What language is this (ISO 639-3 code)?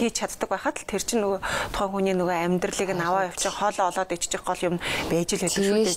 mon